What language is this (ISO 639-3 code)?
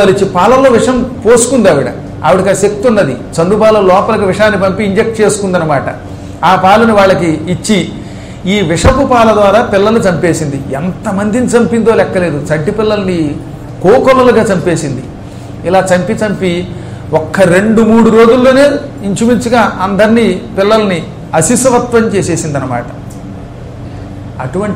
tel